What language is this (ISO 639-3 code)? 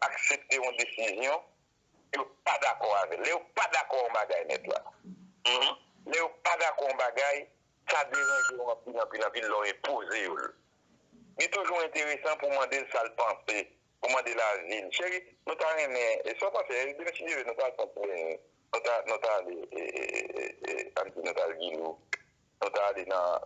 hat